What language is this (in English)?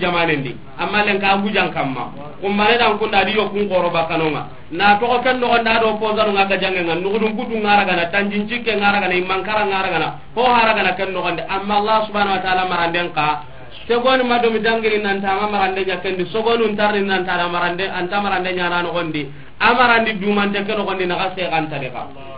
Soninke